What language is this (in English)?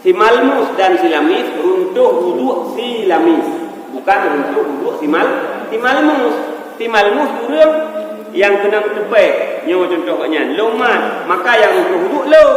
Achinese